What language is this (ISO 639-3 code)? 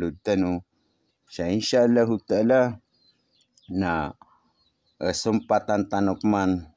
mrw